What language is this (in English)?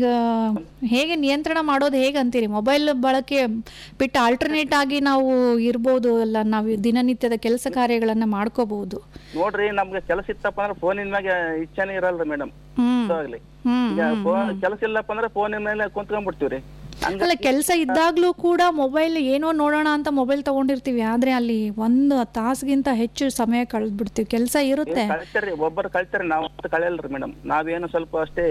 Kannada